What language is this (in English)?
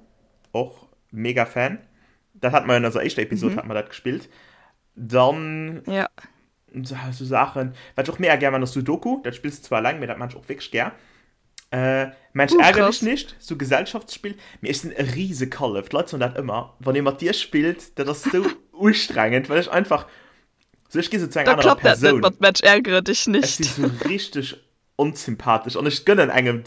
Luxembourgish